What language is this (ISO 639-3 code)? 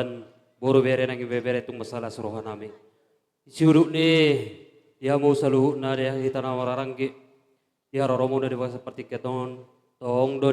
bbc